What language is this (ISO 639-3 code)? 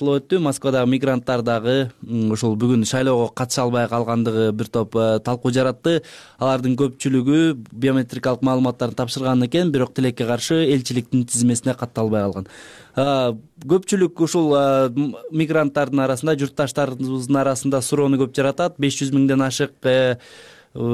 kir